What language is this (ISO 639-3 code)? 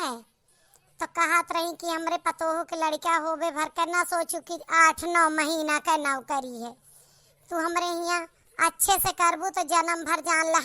awa